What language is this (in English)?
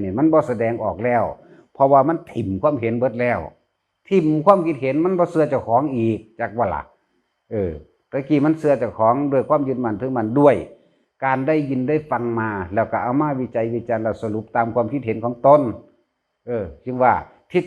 Northeastern Thai